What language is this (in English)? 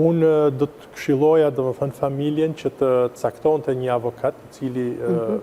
Albanian